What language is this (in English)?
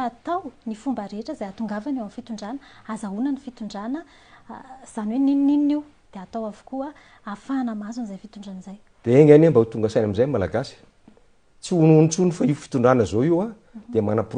Malagasy